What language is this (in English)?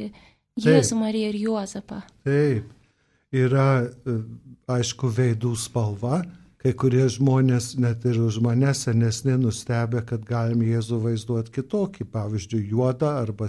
Lithuanian